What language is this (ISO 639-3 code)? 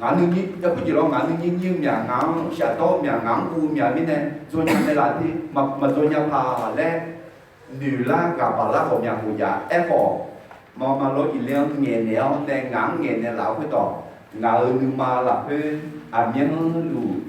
ahk